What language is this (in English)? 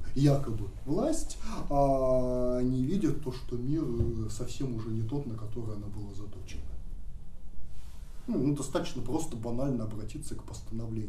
Russian